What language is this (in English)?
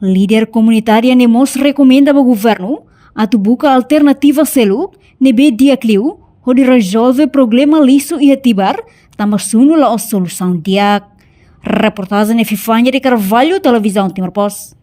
Tetum